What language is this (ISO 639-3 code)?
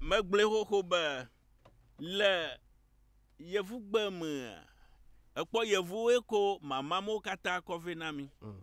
ewe